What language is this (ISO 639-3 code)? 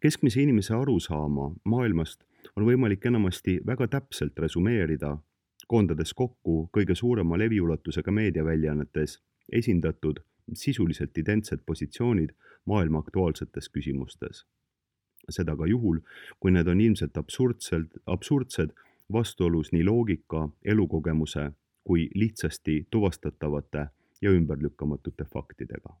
est